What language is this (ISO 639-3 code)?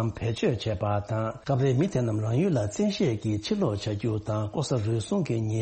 bod